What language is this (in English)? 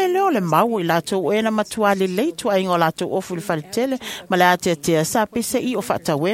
Samoan